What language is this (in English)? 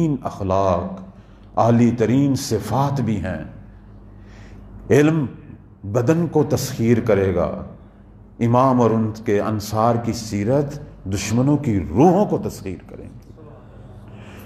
Urdu